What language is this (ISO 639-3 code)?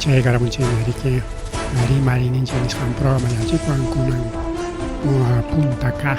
quy